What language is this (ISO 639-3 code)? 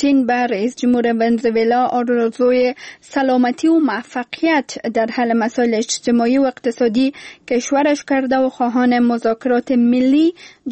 fas